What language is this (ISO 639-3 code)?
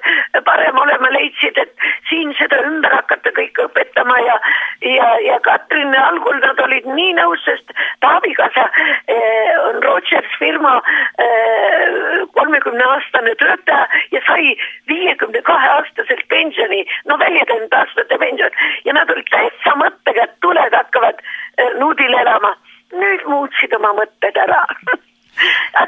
est